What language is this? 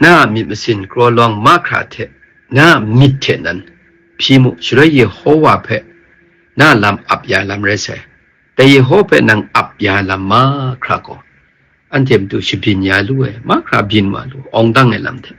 Kachin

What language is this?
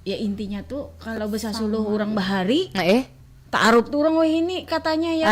Banjar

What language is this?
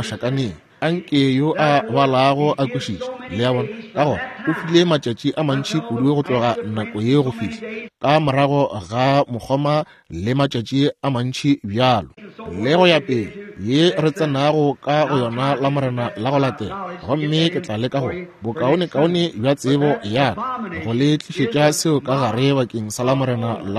Northern Sotho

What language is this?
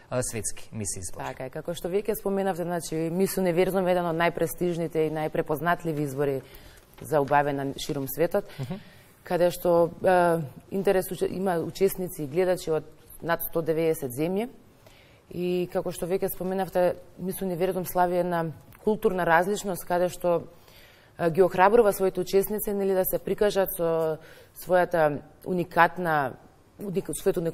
Macedonian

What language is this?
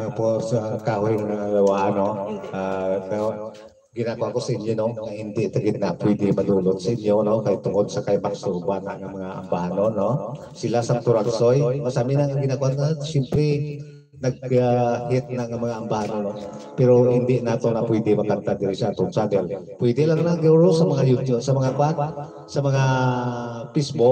Hiligaynon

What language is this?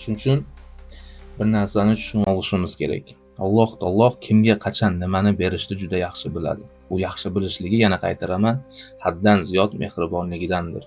Uzbek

